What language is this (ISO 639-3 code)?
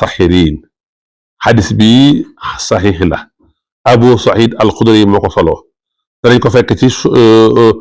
wol